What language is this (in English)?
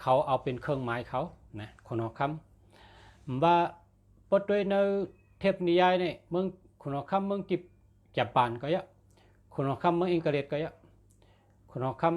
Shan